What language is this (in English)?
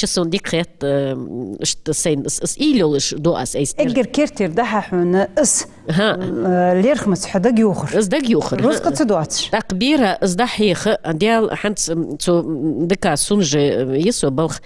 Ingush